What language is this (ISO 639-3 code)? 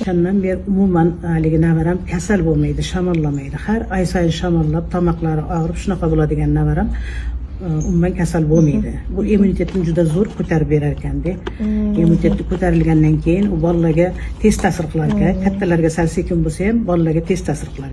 uzb